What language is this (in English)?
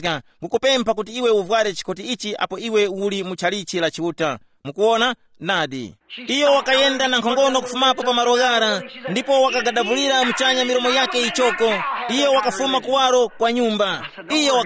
Tumbuka